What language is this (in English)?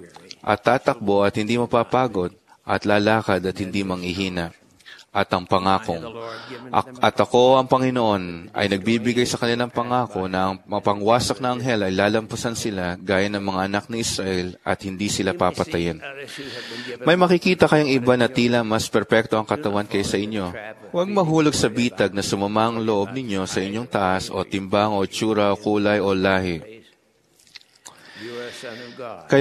Filipino